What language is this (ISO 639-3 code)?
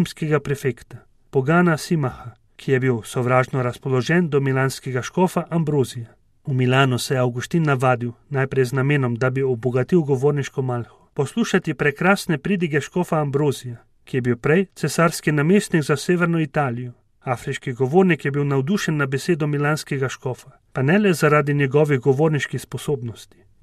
slv